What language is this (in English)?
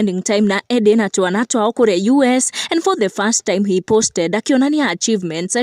Kikuyu